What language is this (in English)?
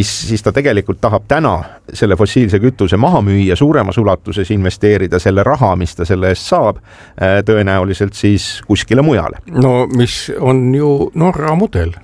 Estonian